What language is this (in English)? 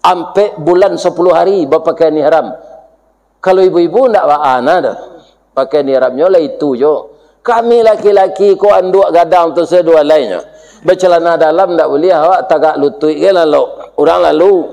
Minangkabau